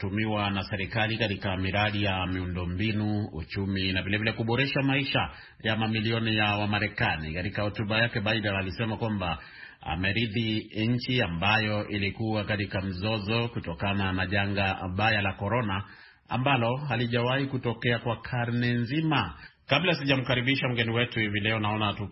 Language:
Swahili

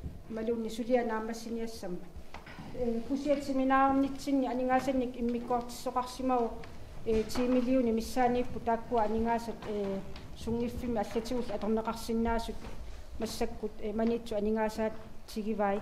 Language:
Kalaallisut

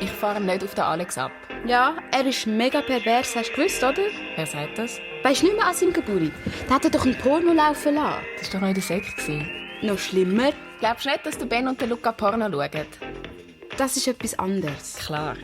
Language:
Swiss German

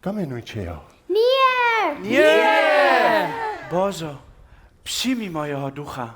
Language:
Upper Sorbian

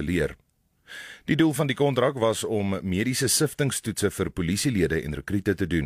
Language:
Afrikaans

